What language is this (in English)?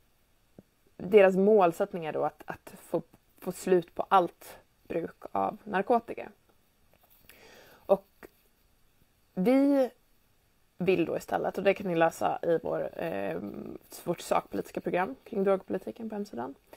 Swedish